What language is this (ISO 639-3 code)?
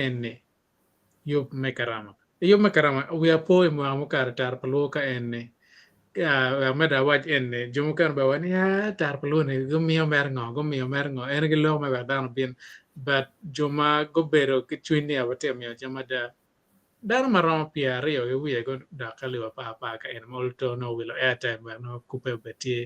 ach